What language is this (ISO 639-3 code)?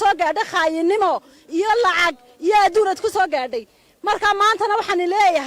som